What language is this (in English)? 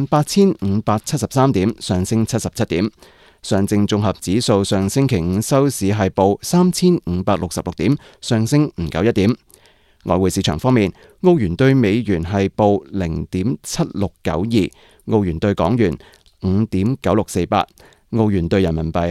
Cantonese